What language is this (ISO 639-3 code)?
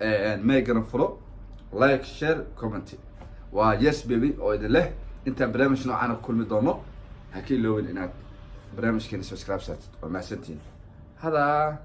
som